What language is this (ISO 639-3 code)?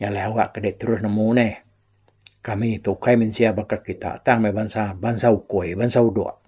iba